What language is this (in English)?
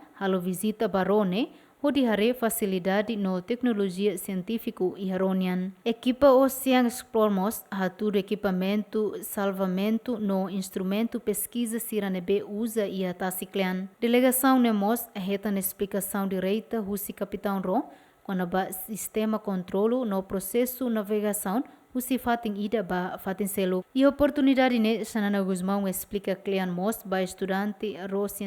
Tetum